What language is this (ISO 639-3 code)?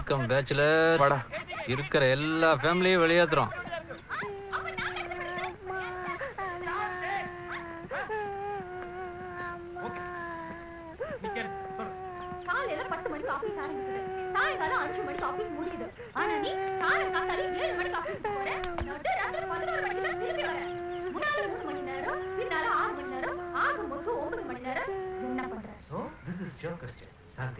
tam